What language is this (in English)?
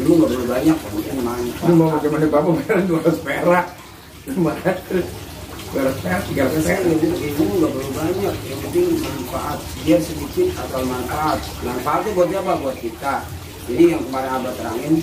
Betawi